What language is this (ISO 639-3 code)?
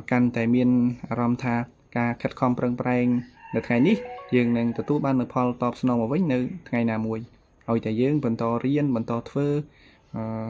khm